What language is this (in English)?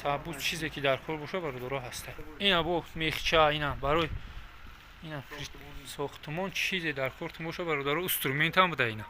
Tajik